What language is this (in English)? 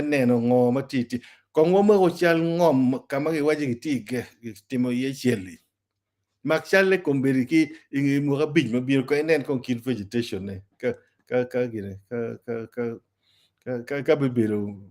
Acoli